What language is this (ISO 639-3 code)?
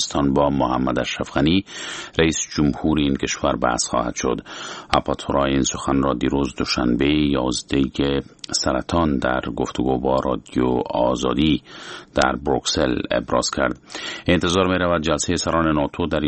fas